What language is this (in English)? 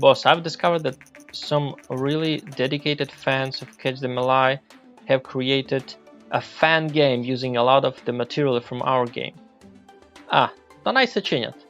Rusyn